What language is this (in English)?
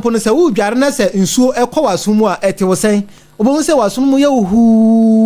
Akan